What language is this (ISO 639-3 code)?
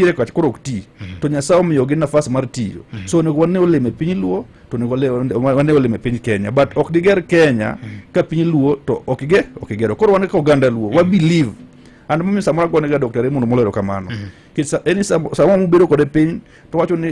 luo